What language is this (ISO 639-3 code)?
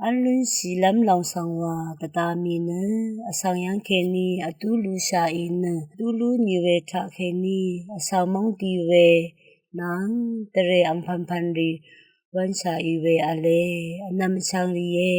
raw